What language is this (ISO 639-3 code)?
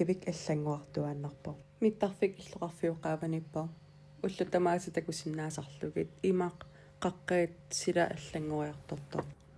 kal